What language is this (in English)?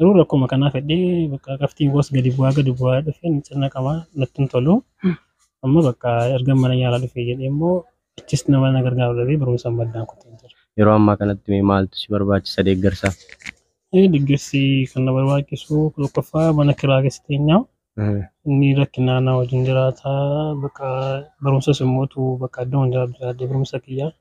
Oromo